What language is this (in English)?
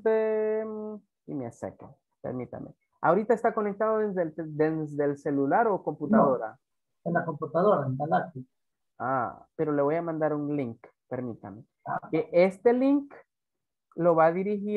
Spanish